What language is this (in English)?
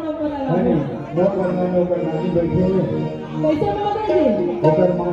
Chhattisgarhi